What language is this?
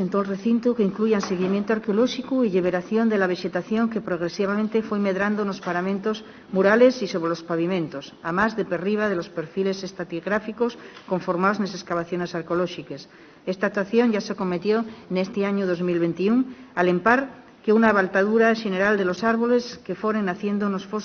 Asturian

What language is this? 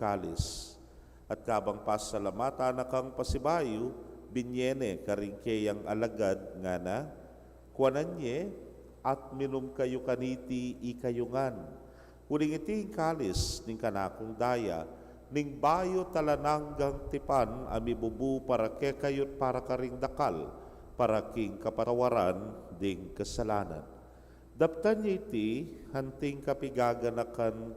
Pampanga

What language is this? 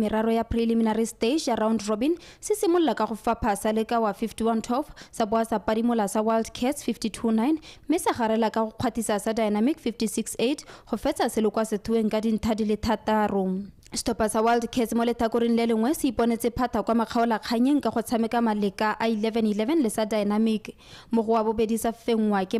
Tswana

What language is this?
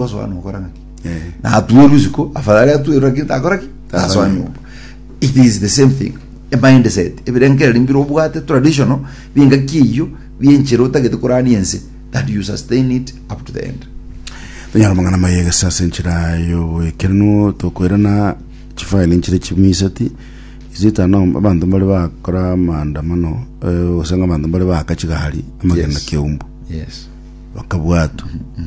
Gusii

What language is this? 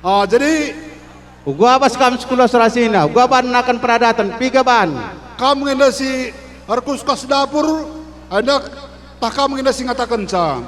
Batak Karo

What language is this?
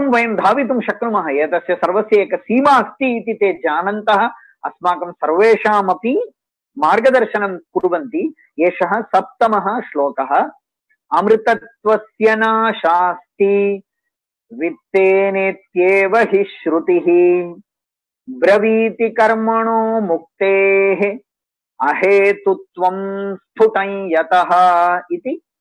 Sanskrit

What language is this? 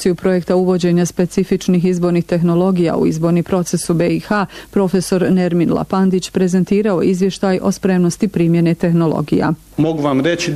Bosnian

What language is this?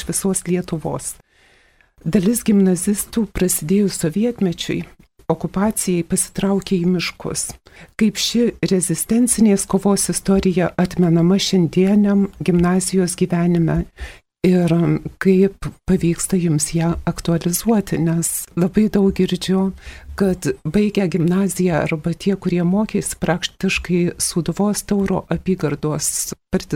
Lithuanian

